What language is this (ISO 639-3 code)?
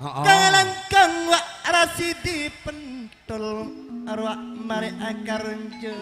mad